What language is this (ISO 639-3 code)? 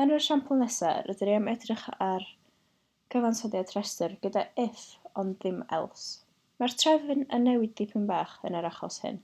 cym